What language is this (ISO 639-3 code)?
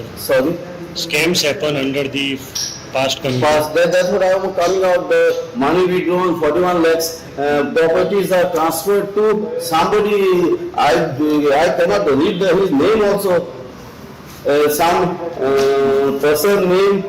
kok